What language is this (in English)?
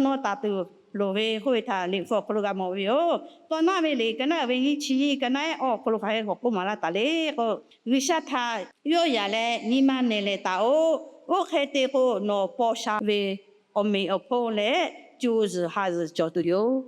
Lahu